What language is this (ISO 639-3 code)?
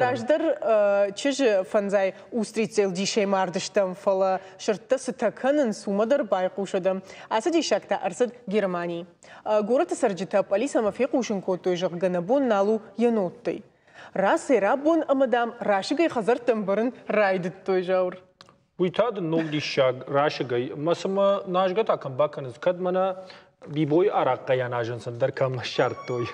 oss